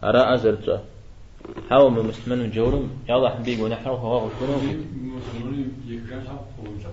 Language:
Kabardian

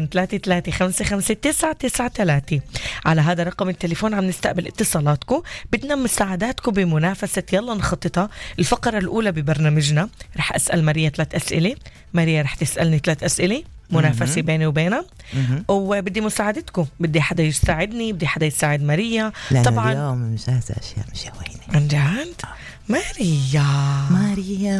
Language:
North Levantine Arabic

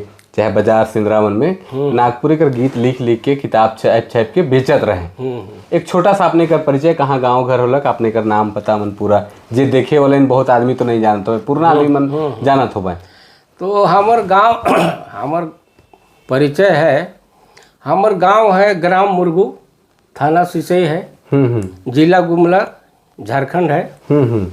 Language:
Sadri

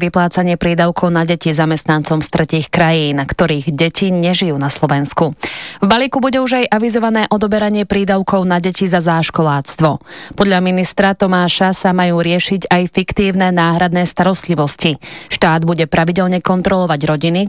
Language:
Slovak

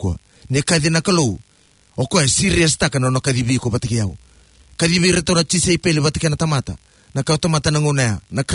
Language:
Fijian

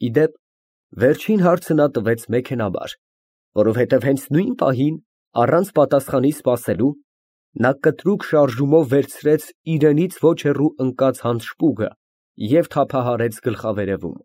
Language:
Armenian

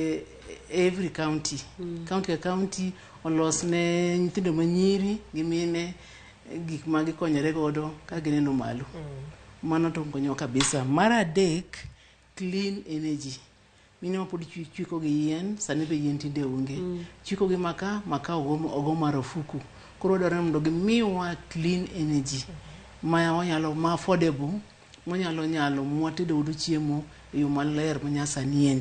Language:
Luo (Kenya and Tanzania)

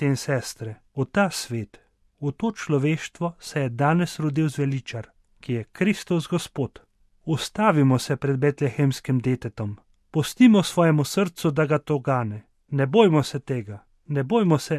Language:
Slovenian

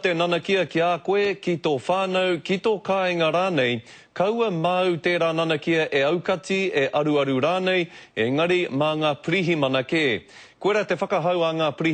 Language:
Māori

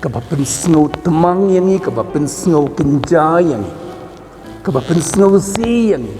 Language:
Khasi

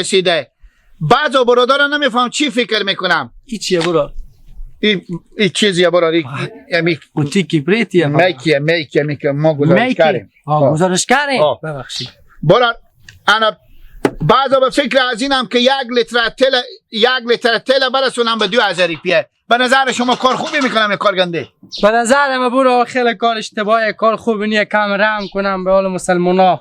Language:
Hazaragi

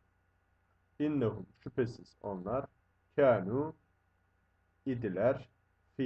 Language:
Turkish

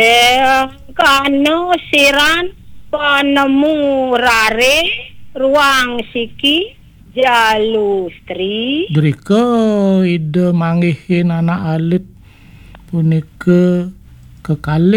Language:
Balinese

